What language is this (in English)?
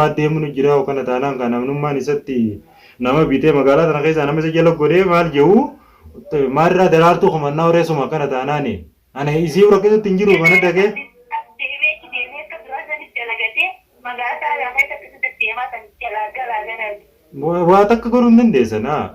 Oromo